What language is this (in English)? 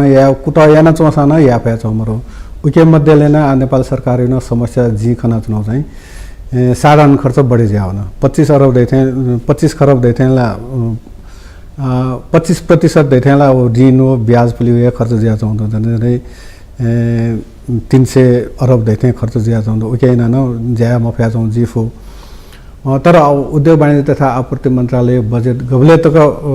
Newari